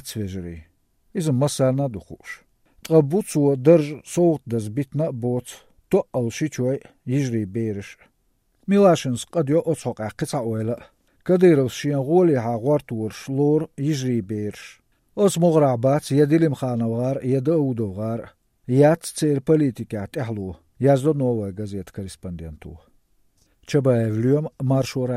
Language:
Georgian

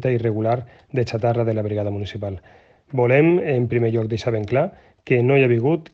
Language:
Catalan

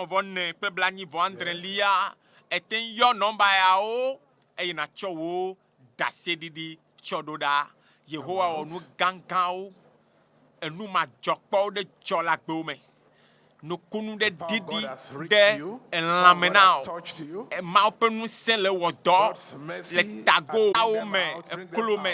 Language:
Ewe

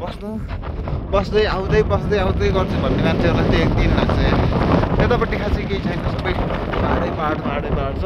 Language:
Nepali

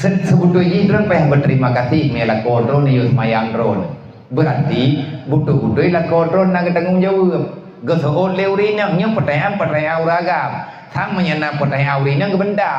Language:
Achinese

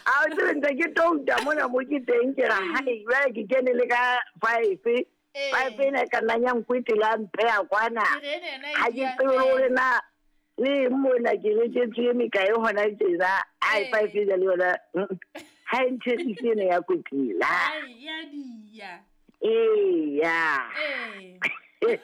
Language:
Southern Sotho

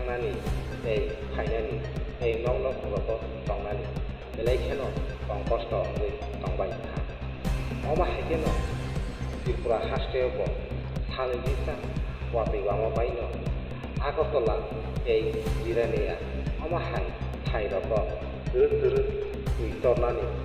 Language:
Kok Borok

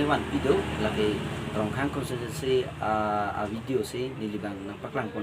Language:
Karbi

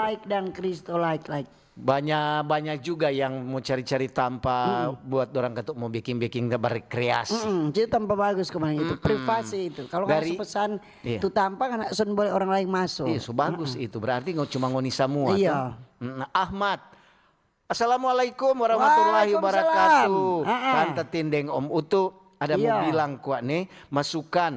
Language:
Manado Malay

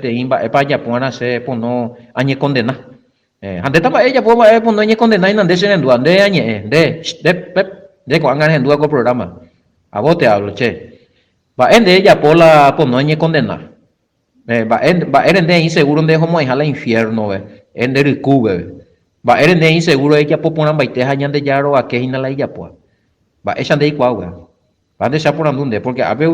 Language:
Guarani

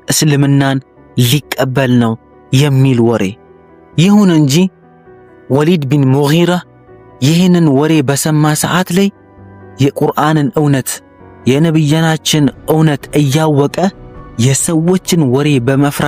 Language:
Amharic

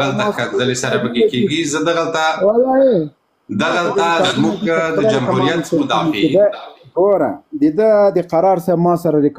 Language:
Pashto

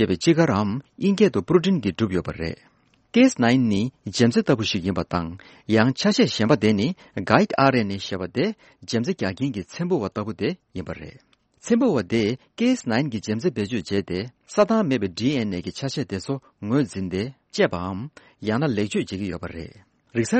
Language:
Tibetan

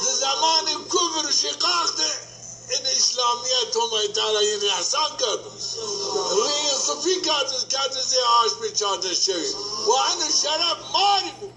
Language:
Zaza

